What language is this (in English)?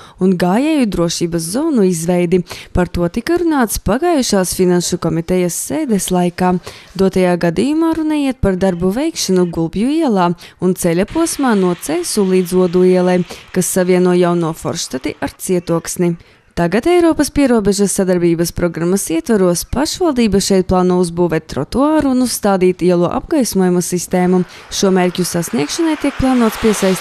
Latvian